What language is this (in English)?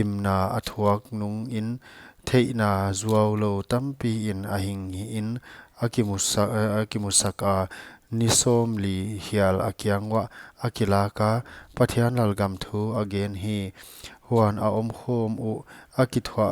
Paite Chin